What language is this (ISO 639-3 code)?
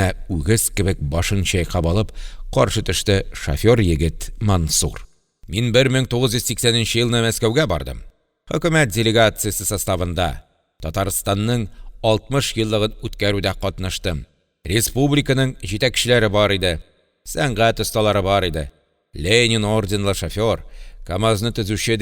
tat